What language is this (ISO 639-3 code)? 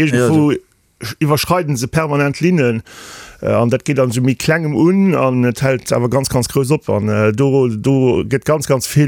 ltz